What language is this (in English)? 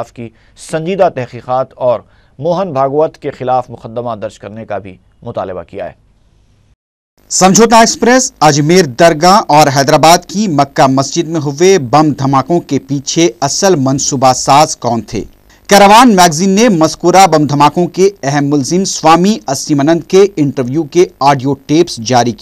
Urdu